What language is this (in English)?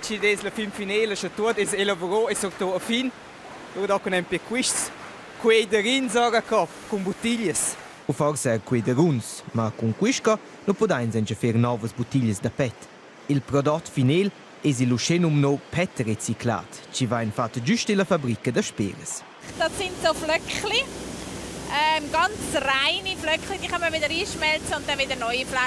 Romansh